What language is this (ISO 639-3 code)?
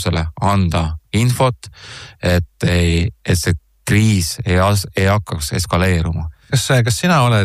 est